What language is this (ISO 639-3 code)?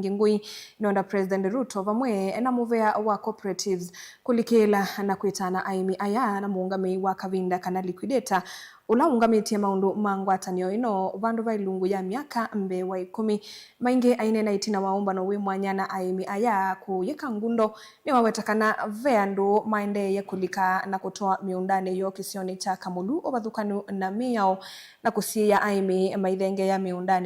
kam